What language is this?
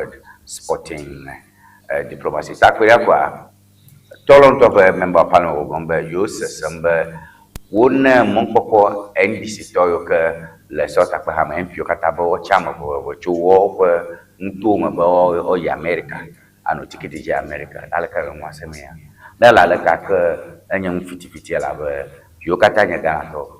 Ewe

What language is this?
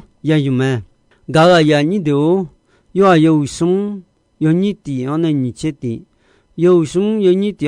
Akha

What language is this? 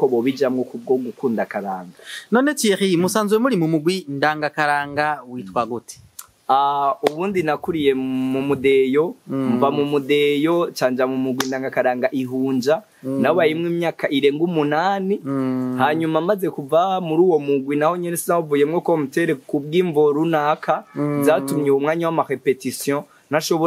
Rundi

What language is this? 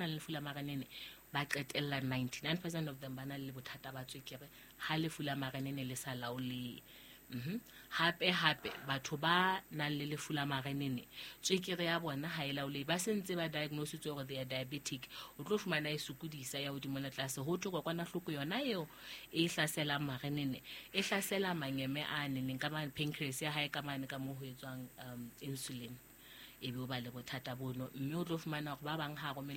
Southern Sotho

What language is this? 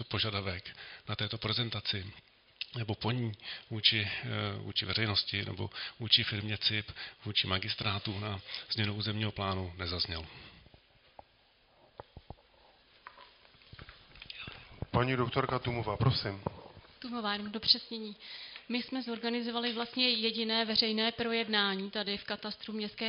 Czech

